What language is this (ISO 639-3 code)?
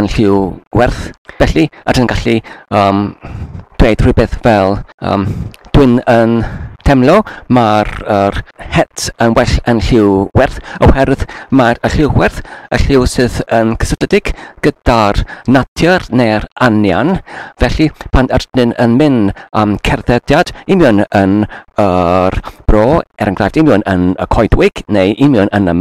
cym